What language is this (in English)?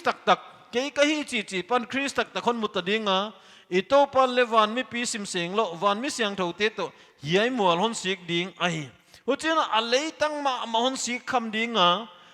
Paite Chin